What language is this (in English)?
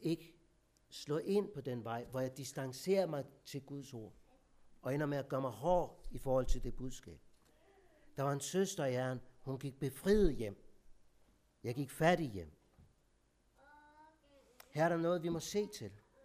Danish